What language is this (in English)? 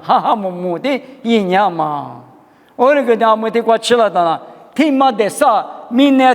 Lisu